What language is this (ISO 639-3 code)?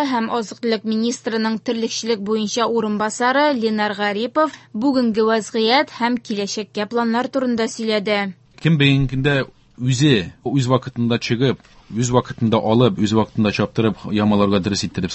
tat